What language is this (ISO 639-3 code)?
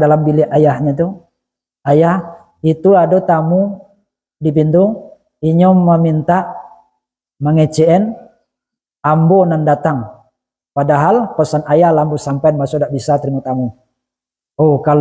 min